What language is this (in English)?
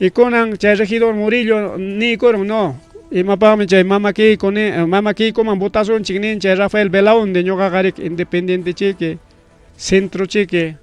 Ayacucho Quechua